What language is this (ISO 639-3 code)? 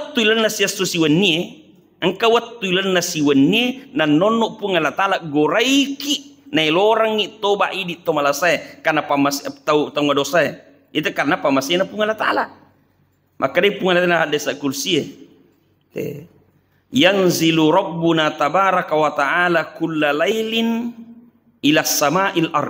bug